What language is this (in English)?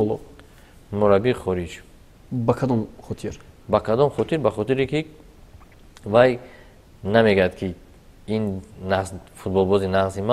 Tajik